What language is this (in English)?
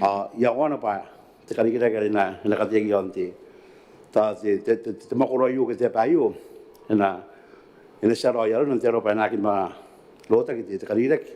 Gilbertese